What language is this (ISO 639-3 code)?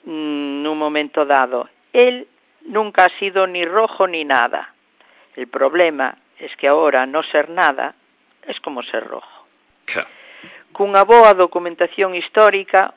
glg